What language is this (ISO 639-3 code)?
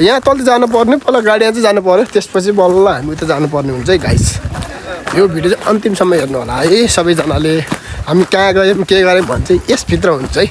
nep